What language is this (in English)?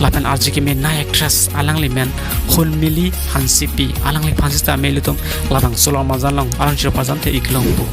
Karbi